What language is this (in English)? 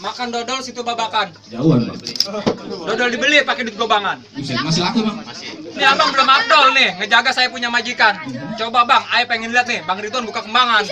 Betawi